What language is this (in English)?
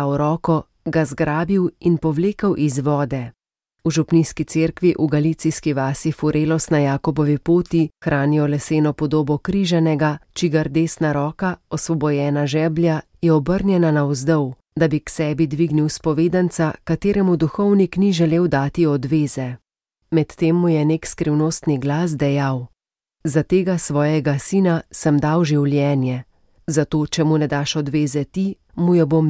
Slovenian